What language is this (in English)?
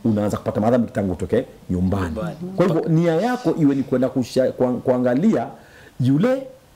Swahili